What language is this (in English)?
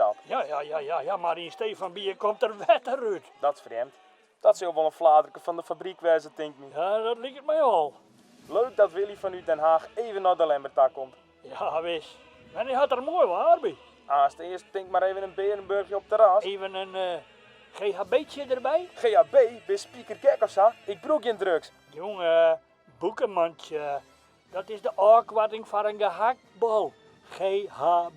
Western Frisian